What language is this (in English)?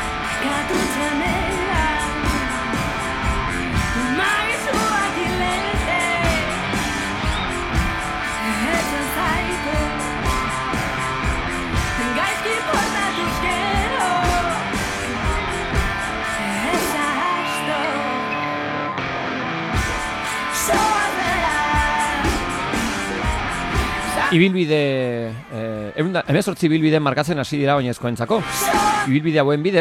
Basque